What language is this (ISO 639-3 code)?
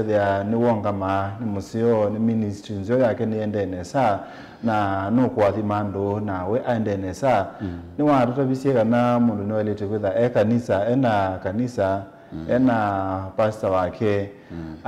kam